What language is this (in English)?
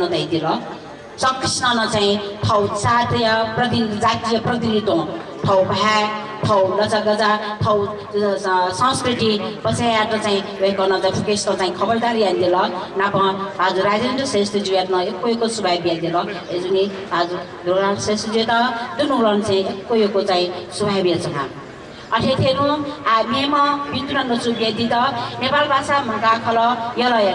Newari